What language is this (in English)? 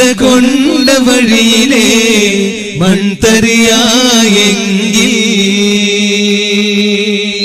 Malayalam